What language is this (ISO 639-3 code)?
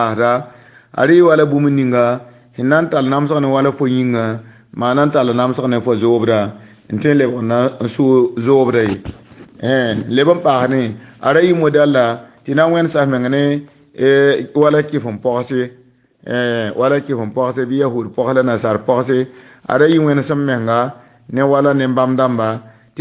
mos